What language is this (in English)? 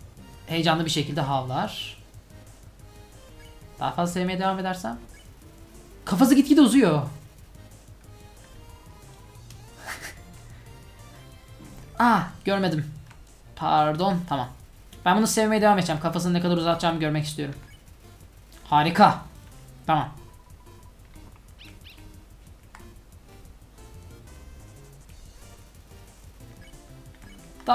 Turkish